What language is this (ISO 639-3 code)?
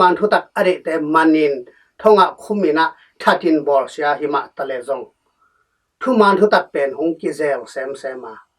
ctd